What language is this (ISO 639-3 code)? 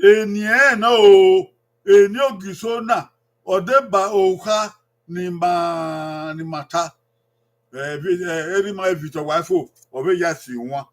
bin